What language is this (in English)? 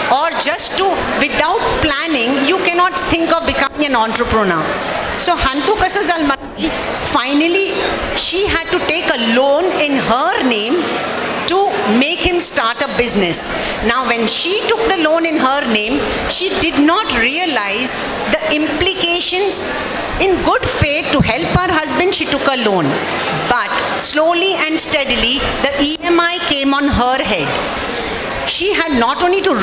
Konkani